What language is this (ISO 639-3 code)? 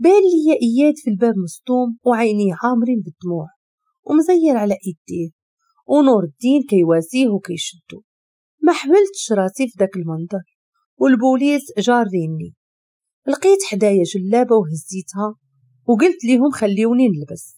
ary